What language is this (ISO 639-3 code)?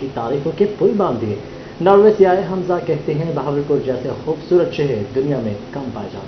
urd